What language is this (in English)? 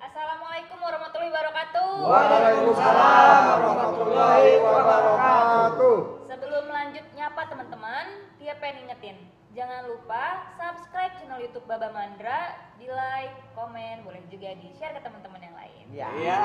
Betawi